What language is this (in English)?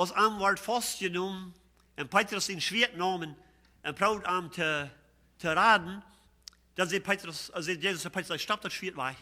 Plautdietsch